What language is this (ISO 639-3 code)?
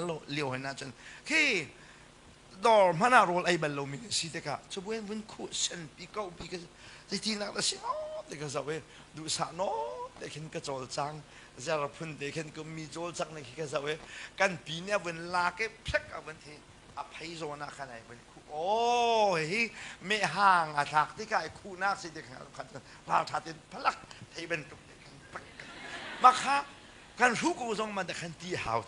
cnh